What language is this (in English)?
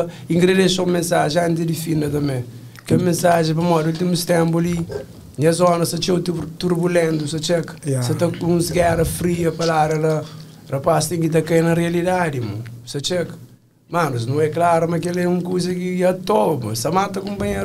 Kabuverdianu